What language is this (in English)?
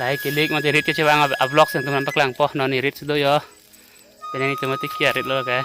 Karbi